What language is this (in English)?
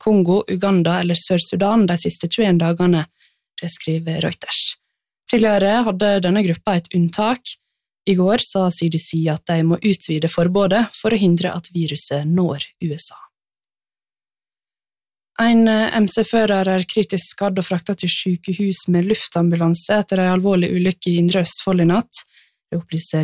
Norwegian